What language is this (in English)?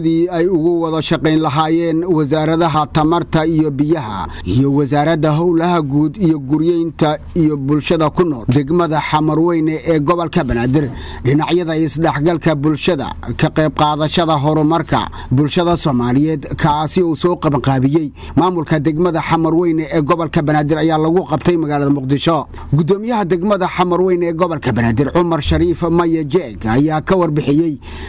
Somali